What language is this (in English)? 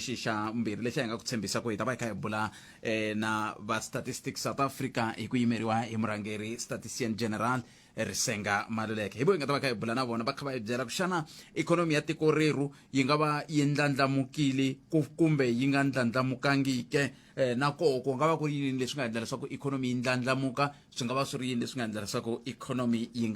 Tsonga